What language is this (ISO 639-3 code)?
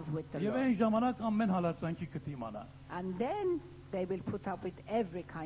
hye